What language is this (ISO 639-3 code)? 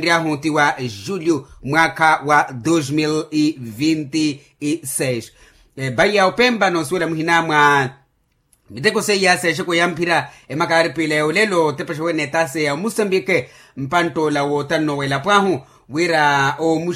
vmw